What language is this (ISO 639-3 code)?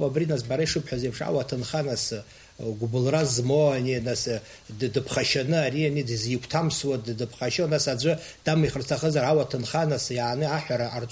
abk